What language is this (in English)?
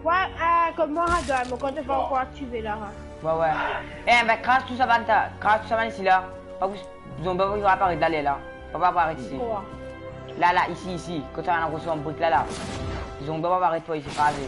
Morisyen